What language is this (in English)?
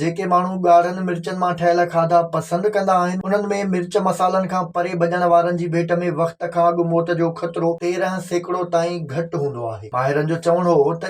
Sindhi